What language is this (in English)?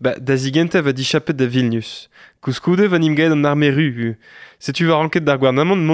Breton